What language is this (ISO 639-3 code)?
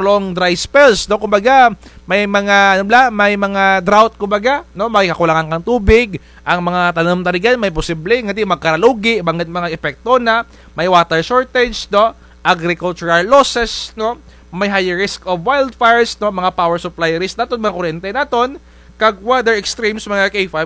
krj